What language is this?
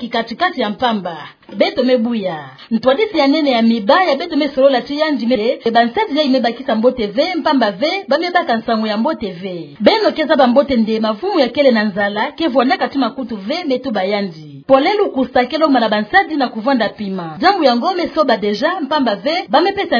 Kituba (Democratic Republic of Congo)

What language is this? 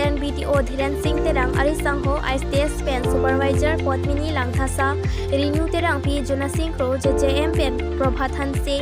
Karbi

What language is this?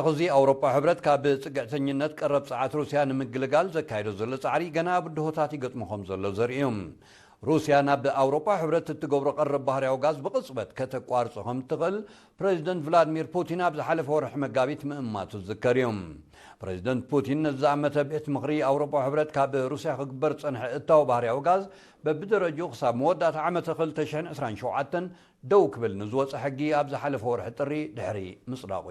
Tigrinya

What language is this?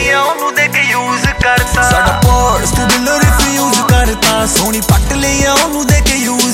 Punjabi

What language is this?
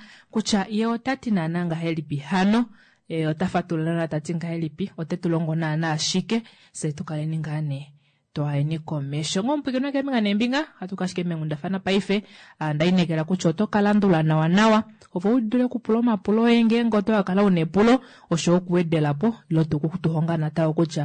Kuanyama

